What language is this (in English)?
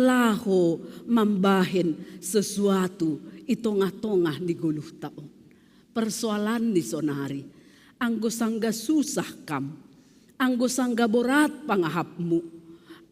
Batak Simalungun